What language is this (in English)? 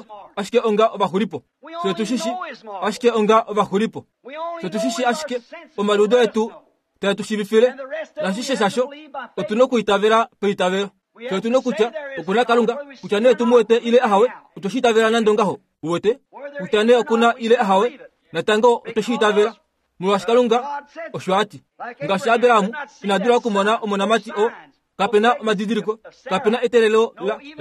Kuanyama